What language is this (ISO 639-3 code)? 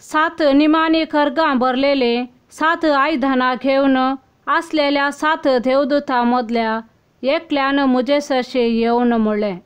kok